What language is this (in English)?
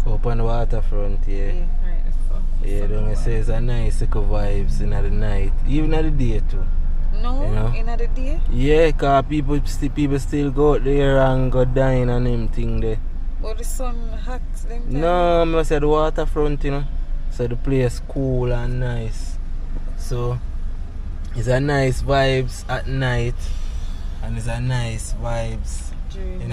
Jamaican Creole English